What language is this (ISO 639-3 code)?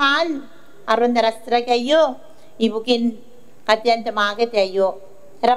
gil